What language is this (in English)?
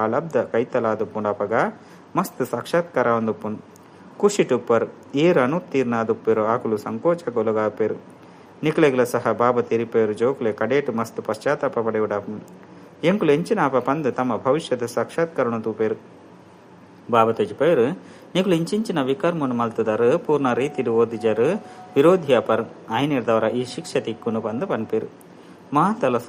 Tulu